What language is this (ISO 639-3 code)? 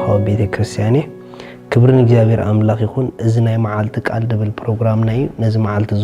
tir